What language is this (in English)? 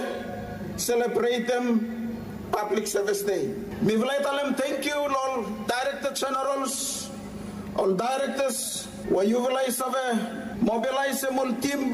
Bislama